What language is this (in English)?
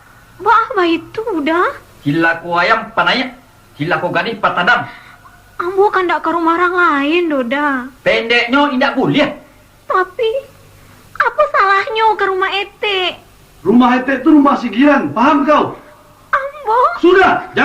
Minangkabau